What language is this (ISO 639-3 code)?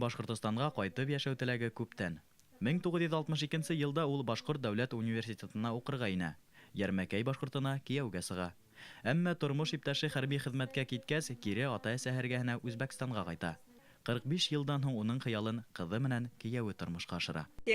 bak